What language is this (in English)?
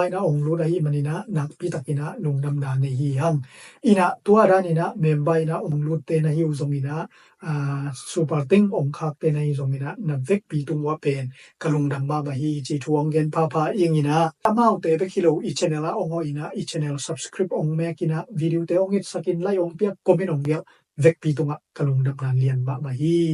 Tedim Chin